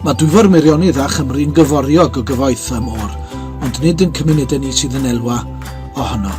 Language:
Welsh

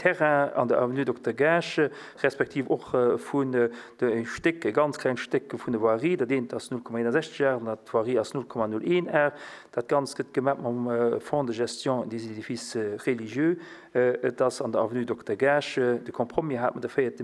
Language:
Luxembourgish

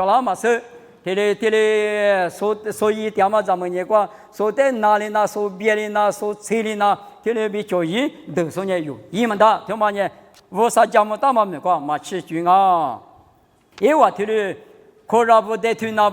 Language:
Lisu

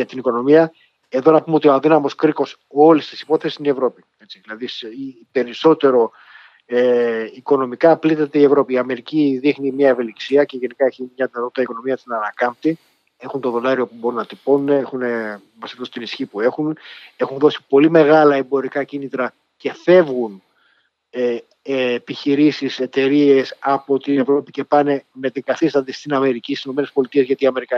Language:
Greek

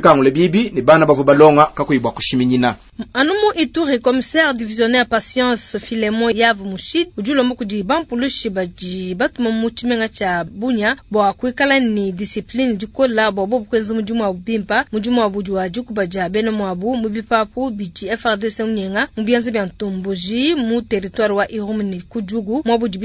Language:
Luba-Lulua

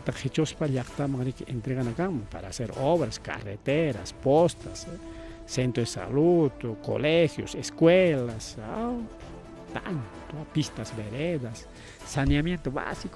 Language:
Ayacucho Quechua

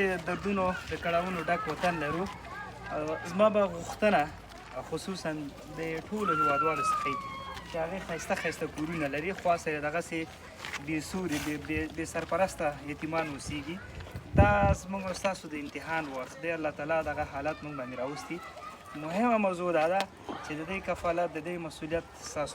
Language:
Pashto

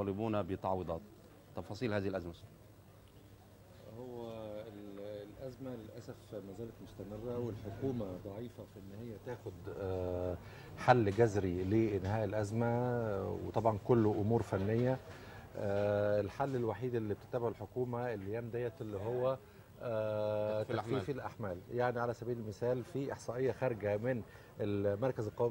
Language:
Egyptian Arabic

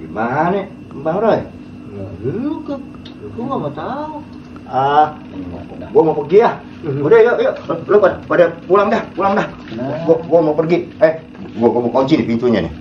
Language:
Betawi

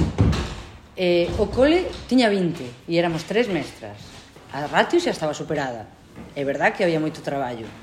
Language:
Galician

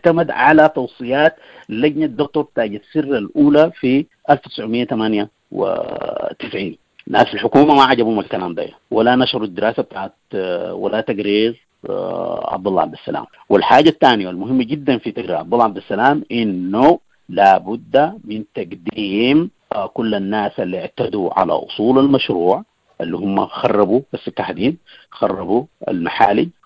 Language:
Sudanese Arabic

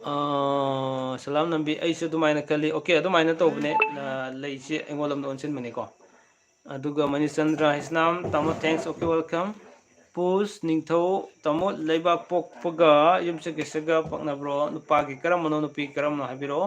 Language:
Manipuri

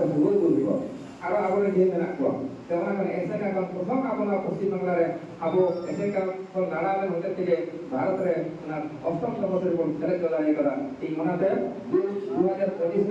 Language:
Santali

